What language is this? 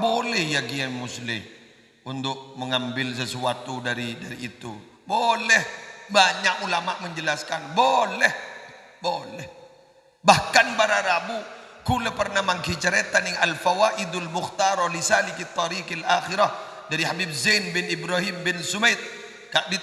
Madurese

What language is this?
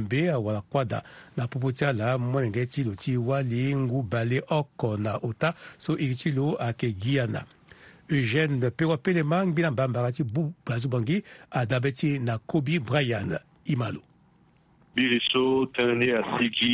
Sango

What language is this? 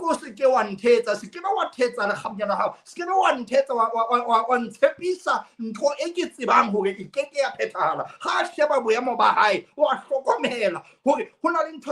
Southern Sotho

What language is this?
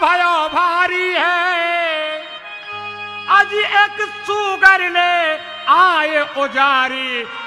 Bhojpuri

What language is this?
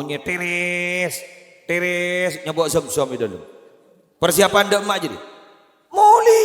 Madurese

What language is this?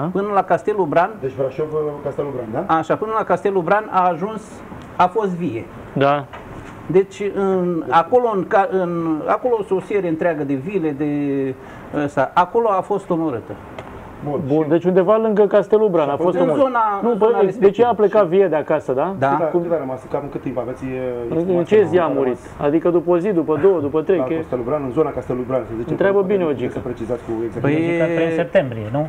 Romanian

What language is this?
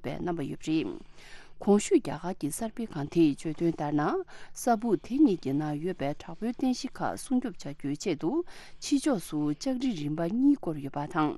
Tibetan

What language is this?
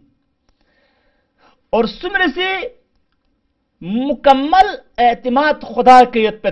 Urdu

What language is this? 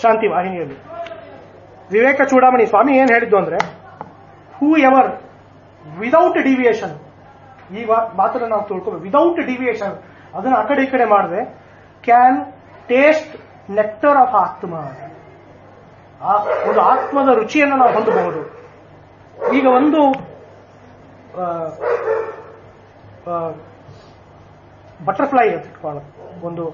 Kannada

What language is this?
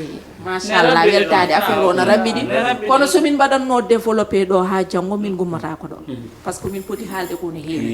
Fula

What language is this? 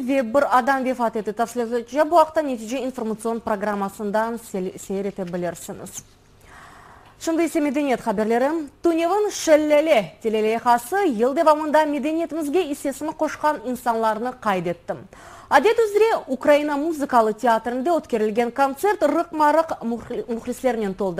Crimean Tatar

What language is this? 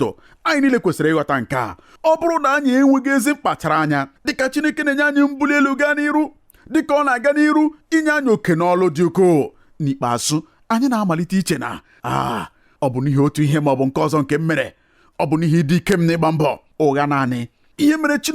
Igbo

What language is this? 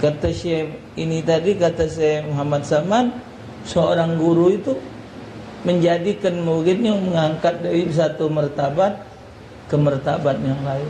Musi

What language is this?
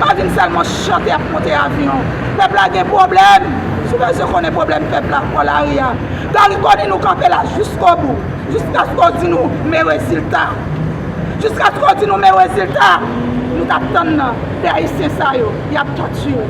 Haitian Creole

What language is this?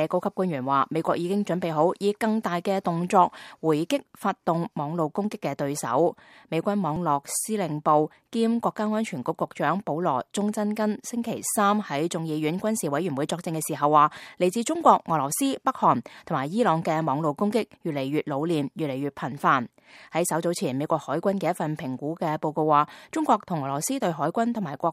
Cantonese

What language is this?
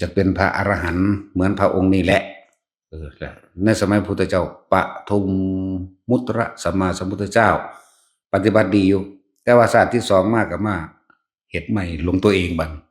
Northeastern Thai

